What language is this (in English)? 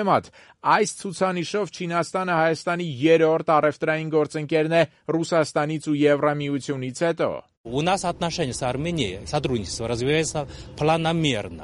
Armenian